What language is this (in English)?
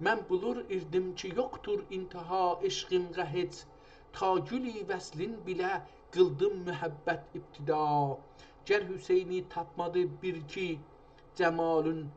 South Azerbaijani